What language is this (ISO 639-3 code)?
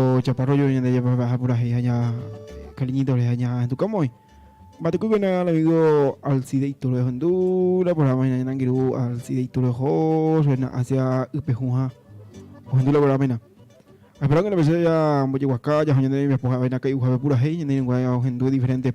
grn